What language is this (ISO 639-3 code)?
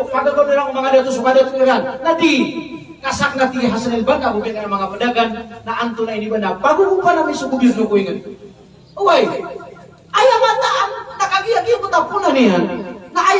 mrw